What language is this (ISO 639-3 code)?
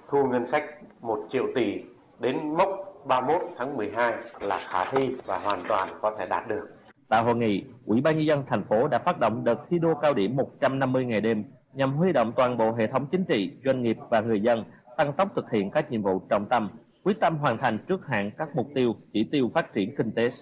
vie